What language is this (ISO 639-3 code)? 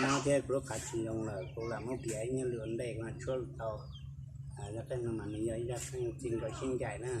hmn